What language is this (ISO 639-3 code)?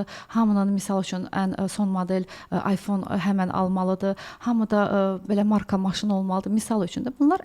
aze